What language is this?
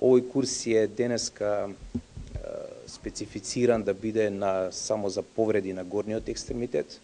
Macedonian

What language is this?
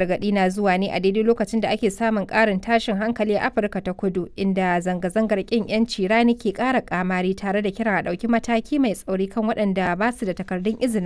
Hausa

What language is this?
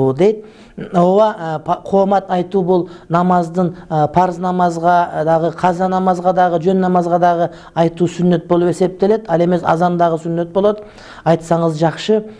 Kyrgyz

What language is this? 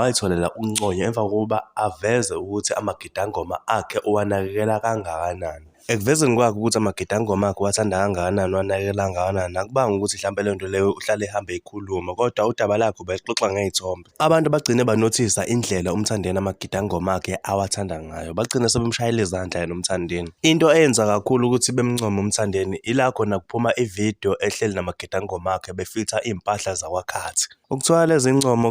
Zulu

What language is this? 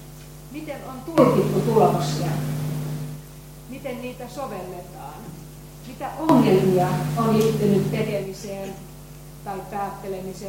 Finnish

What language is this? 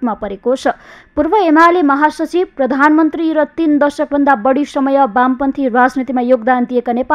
Nepali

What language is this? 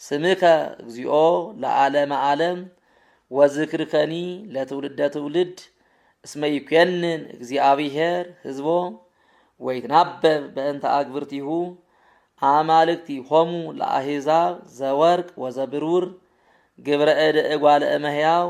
Geez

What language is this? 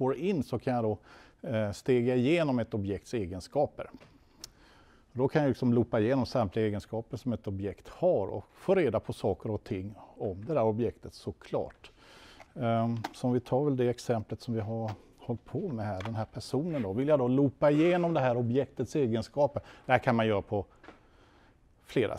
Swedish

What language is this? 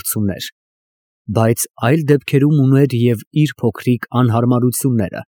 Armenian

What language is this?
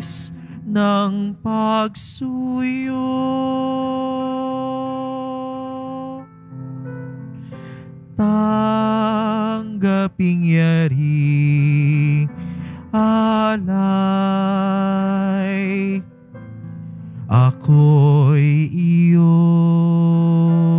Filipino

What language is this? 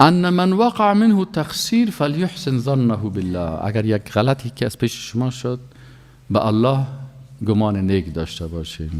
Persian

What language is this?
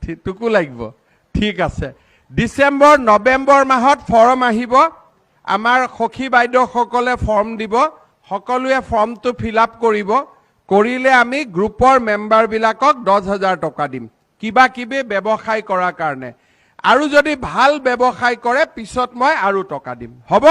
Assamese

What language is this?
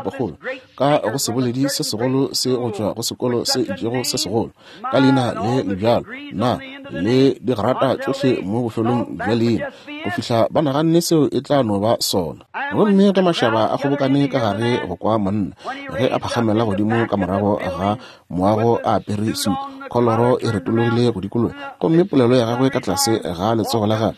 Northern Sotho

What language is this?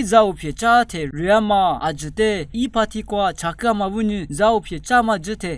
Lisu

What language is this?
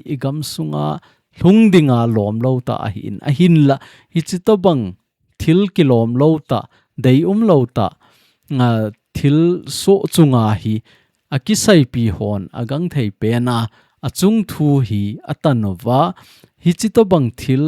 Thado Chin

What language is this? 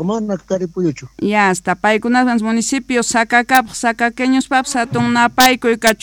South Bolivian Quechua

